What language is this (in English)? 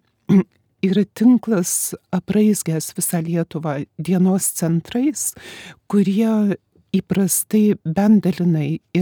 Lithuanian